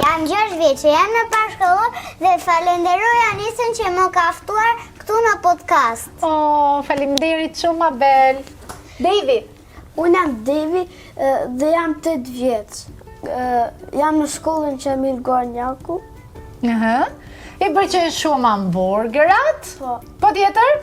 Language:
Albanian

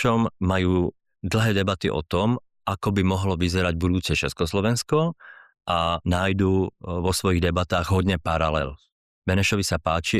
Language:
Slovak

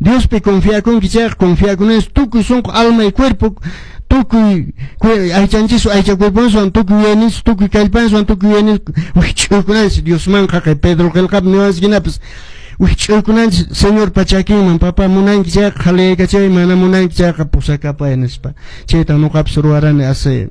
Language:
Quechua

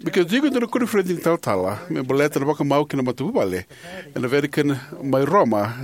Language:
Fijian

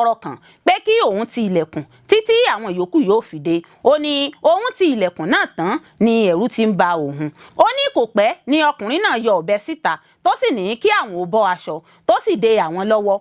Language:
Yoruba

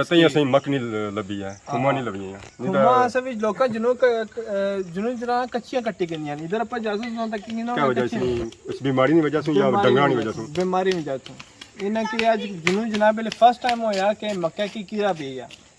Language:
Pahari-Potwari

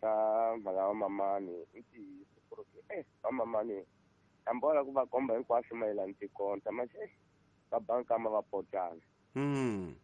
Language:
Tsonga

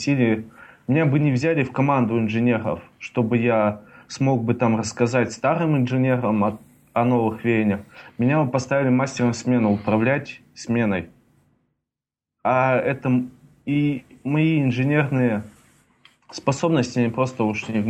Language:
Russian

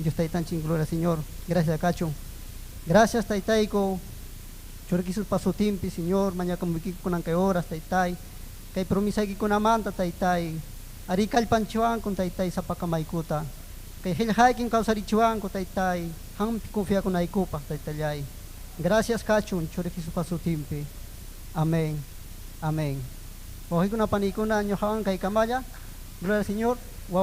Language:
Ayacucho Quechua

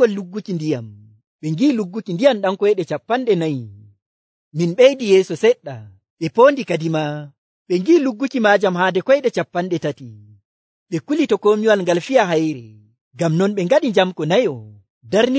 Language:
Nigerian Fulfulde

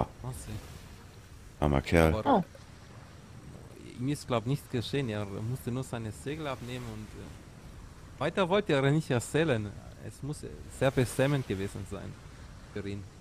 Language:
German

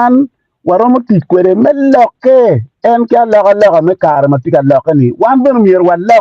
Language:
Acoli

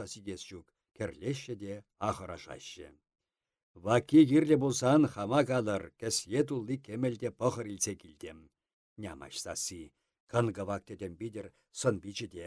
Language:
Chuvash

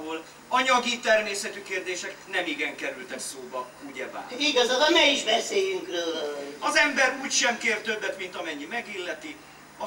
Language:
Hungarian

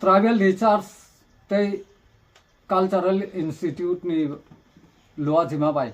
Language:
Kok Borok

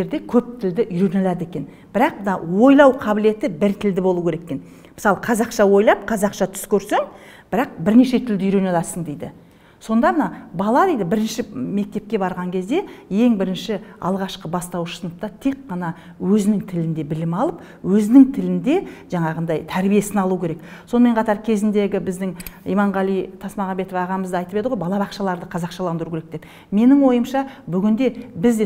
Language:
Kazakh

